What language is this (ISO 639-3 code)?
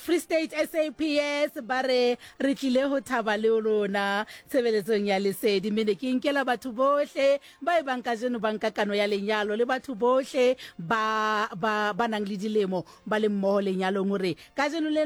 sot